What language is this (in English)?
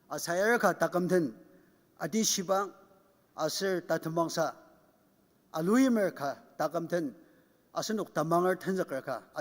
Ao Naga